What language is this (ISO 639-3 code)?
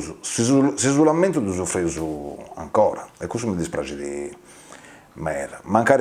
srd